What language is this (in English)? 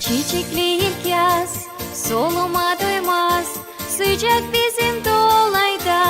Gagauz